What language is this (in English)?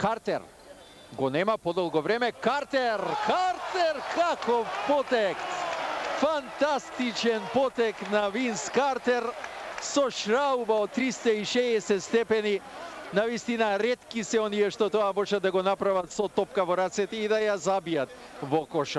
Macedonian